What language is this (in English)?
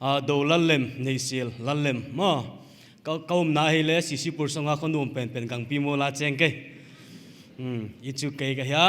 Paite Chin